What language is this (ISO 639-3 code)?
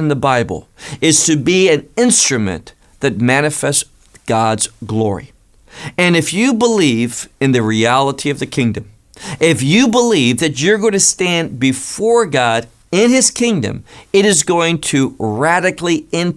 eng